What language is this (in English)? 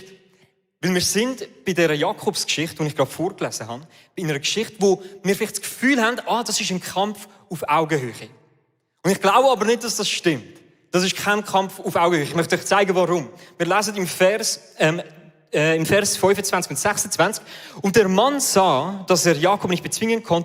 Swiss German